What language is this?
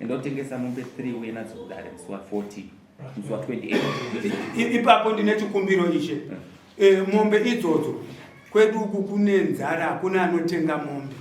Shona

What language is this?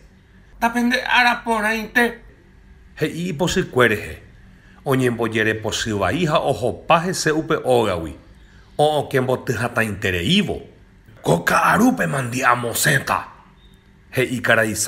Guarani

